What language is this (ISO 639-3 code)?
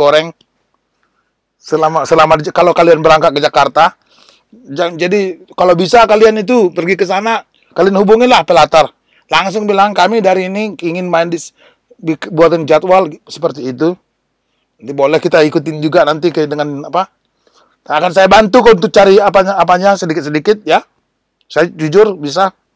ind